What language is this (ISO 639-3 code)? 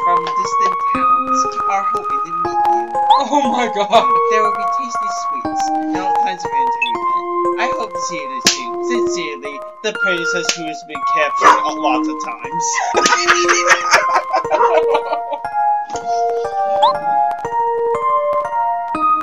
eng